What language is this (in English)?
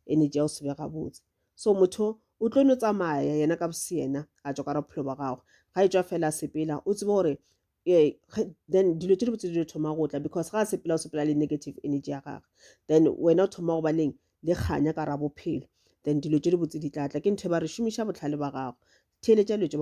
Northern Sotho